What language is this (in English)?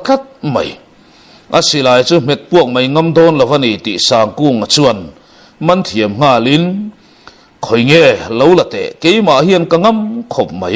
Mizo